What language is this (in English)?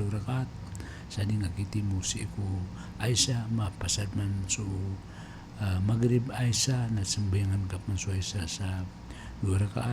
Maranao